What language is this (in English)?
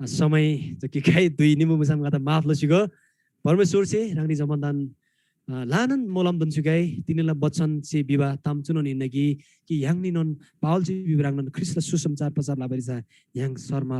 Eastern Tamang